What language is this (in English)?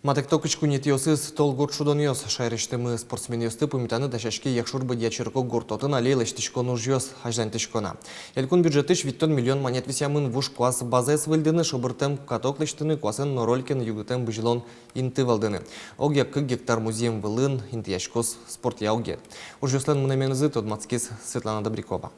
Udmurt